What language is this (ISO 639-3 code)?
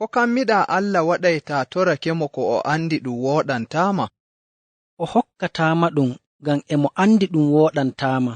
fuv